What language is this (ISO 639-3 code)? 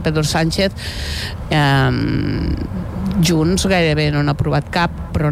cat